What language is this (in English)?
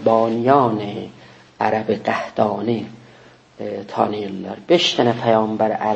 South Azerbaijani